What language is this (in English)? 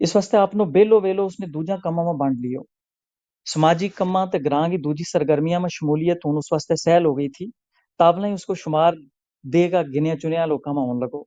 Gujari